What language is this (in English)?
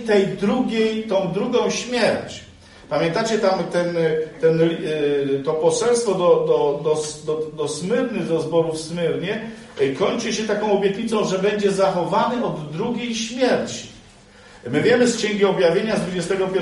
Polish